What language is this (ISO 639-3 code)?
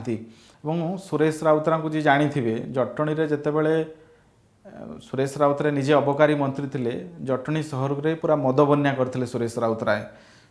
ori